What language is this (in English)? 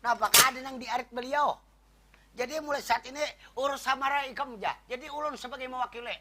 Banjar